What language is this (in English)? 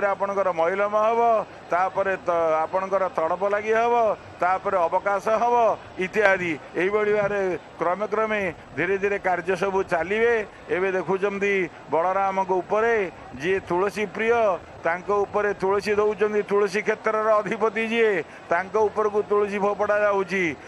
Odia